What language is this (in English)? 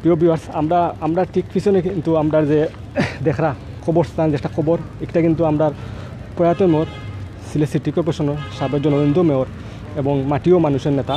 Sylheti